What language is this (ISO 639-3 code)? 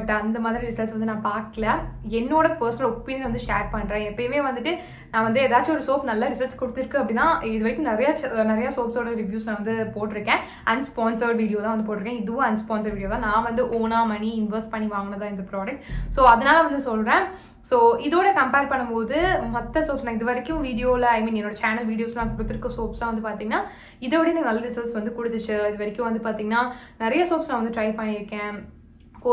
tam